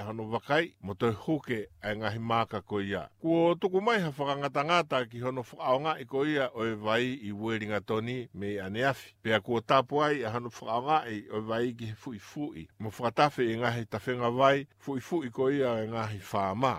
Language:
Tongan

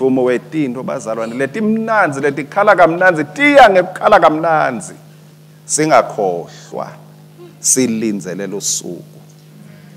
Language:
Swati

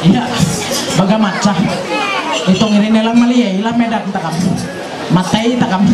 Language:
Ma'anyan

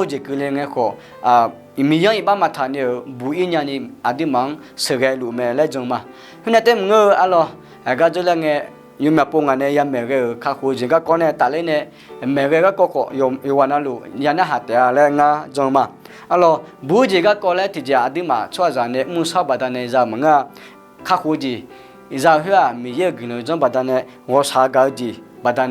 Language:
Akha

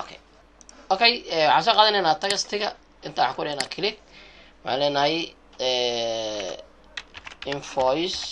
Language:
Somali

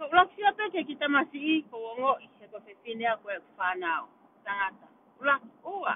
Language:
Tongan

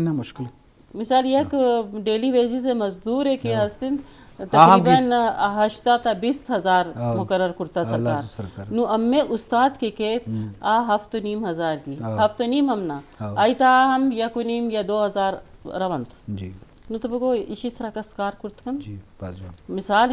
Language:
Eastern Balochi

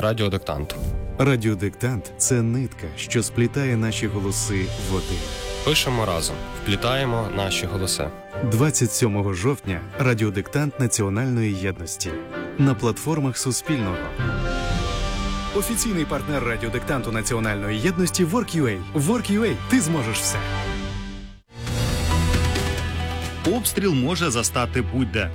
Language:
Ukrainian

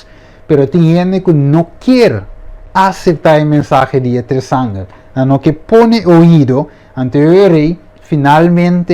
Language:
Papiamento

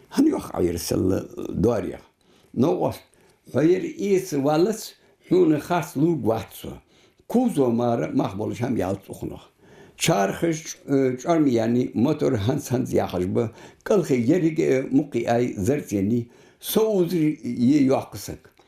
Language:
Ingush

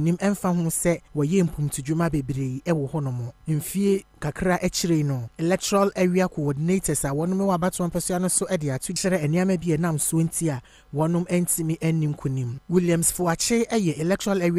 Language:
Akan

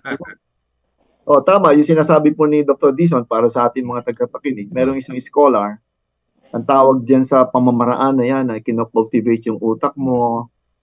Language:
Filipino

